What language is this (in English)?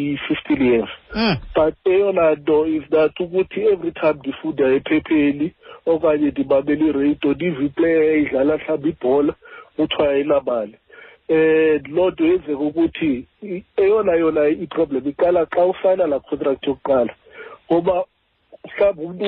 Xhosa